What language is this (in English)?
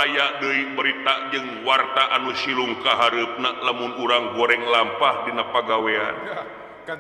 Sundanese